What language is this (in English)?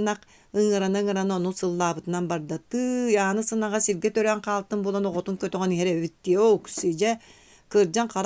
Yakut